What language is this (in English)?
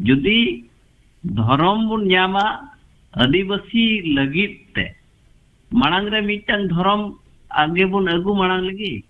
Santali